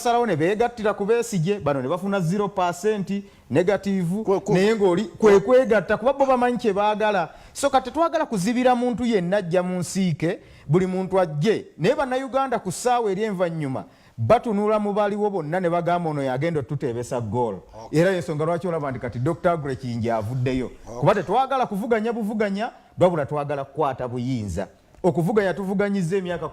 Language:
Soga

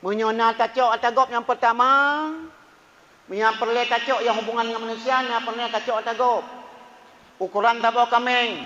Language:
Achinese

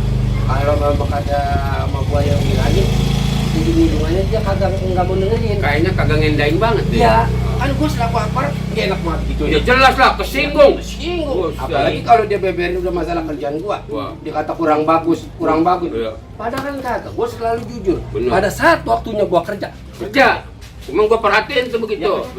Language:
Betawi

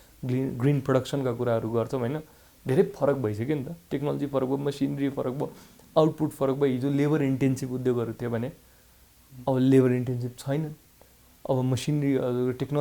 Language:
Nepali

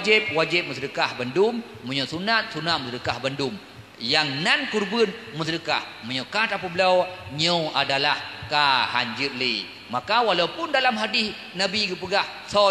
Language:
Achinese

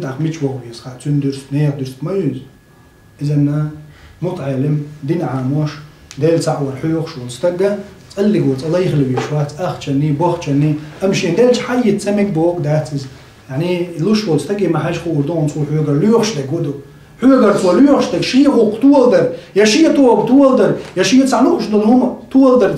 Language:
Chechen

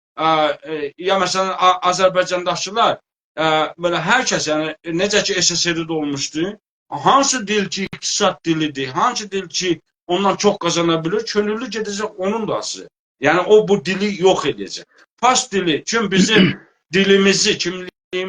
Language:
South Azerbaijani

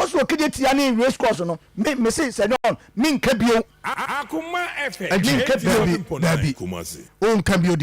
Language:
Akan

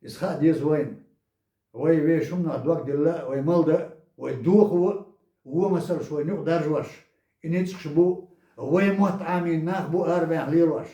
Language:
Chechen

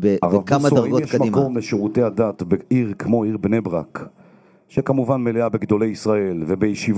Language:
Hebrew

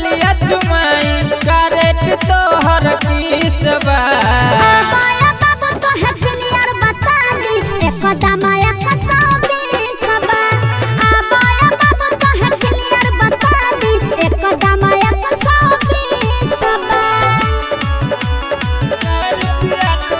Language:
Bhojpuri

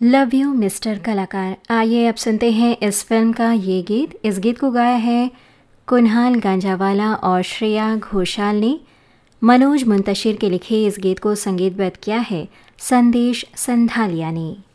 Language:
Hindi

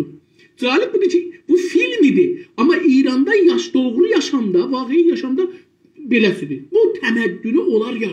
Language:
South Azerbaijani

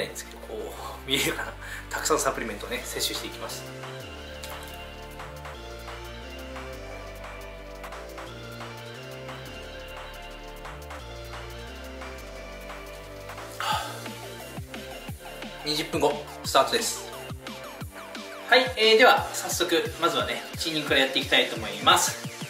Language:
Japanese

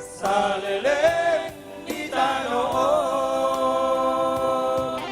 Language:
Batak Toba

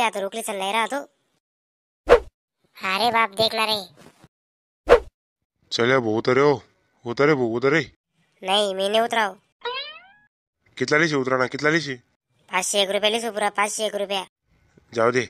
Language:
Marathi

